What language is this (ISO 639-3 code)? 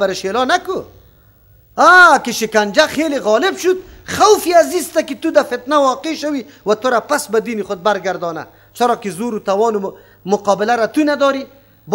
fas